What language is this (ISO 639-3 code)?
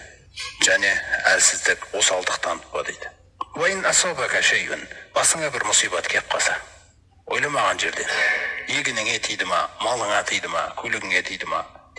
kaz